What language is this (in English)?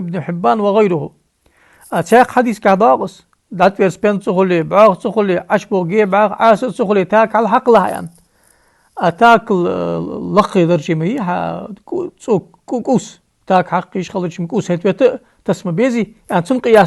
Ingush